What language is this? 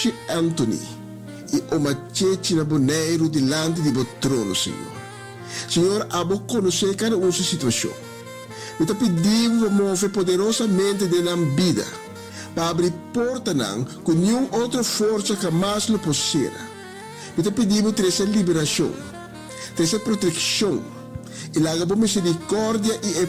Papiamento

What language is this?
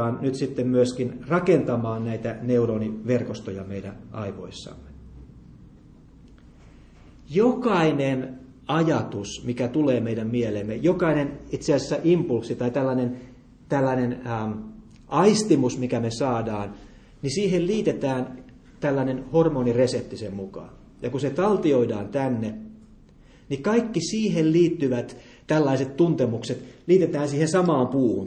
Finnish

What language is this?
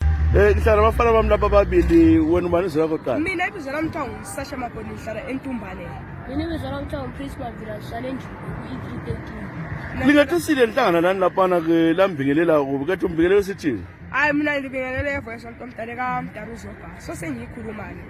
North Ndebele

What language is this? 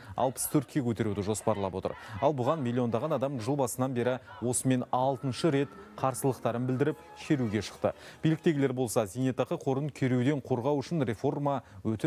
Kazakh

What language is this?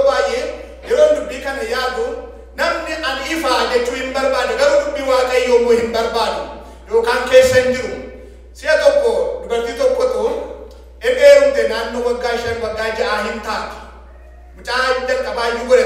Oromo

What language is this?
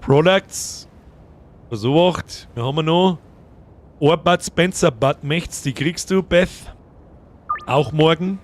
Bavarian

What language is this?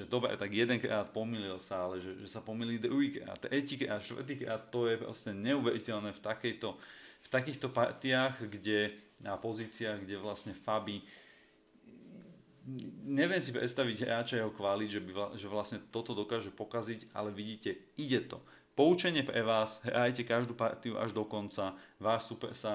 Slovak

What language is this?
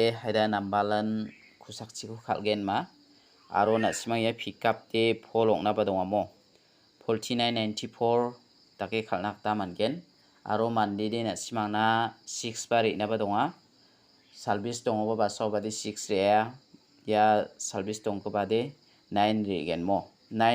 Garo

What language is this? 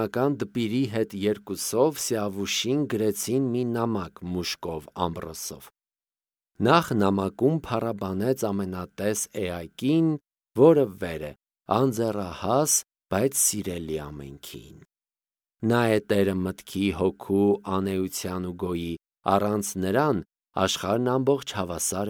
Armenian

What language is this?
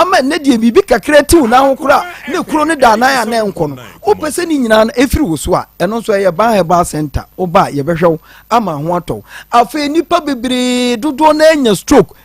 Akan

